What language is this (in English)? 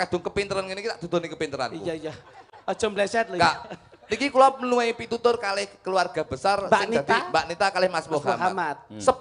Javanese